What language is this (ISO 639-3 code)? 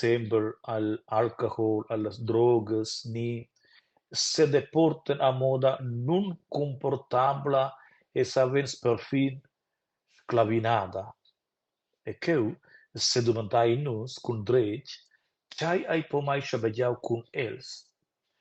roh